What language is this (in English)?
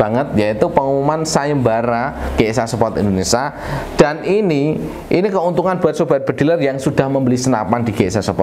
Indonesian